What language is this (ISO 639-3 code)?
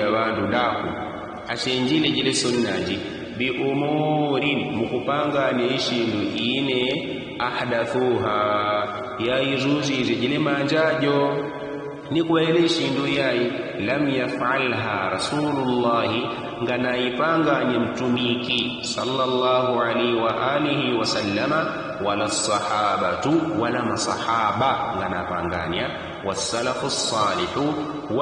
yao